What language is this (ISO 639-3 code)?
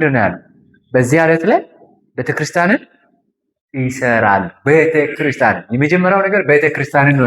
amh